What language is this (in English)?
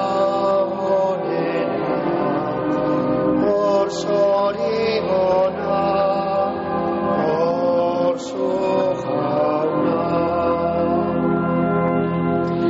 Basque